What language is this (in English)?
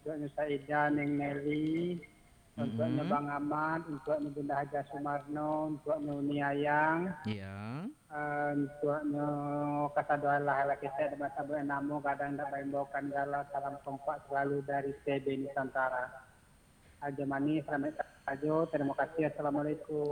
Minangkabau